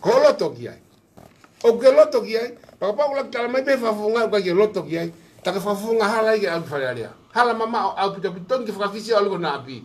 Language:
Tongan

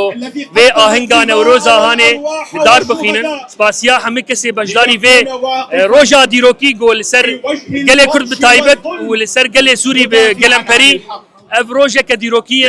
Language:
Kurdish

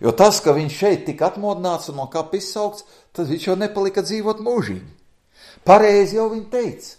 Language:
Latvian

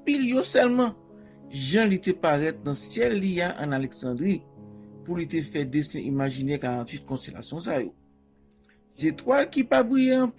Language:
Haitian Creole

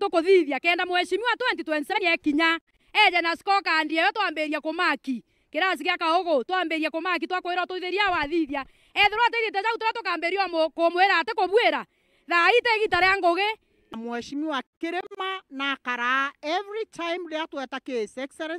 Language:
Meru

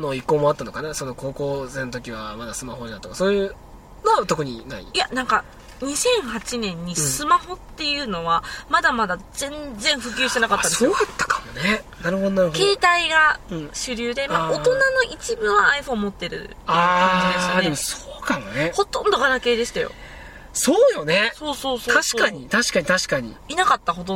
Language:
Japanese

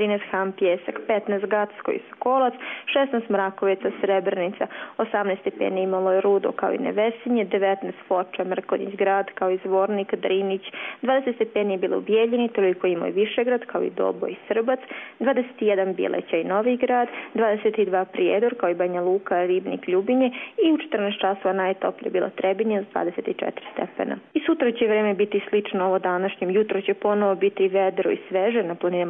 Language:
Croatian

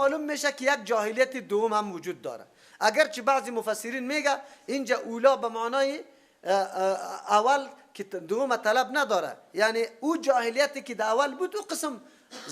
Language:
Persian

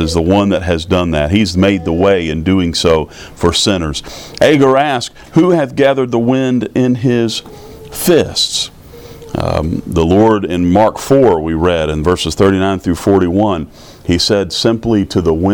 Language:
English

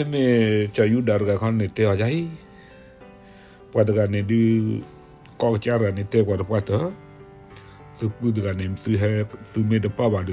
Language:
S'gaw Karen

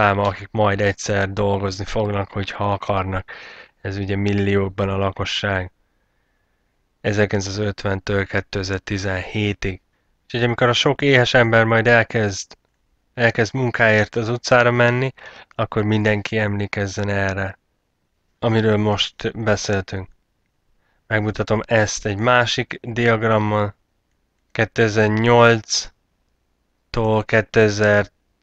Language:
Hungarian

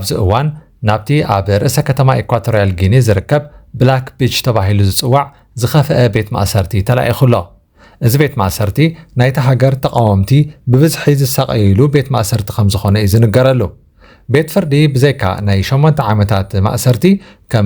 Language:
Tigrinya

